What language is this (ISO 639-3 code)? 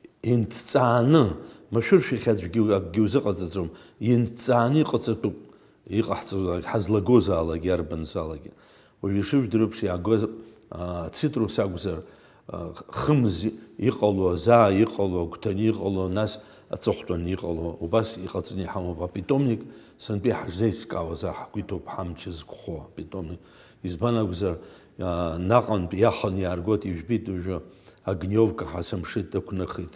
abk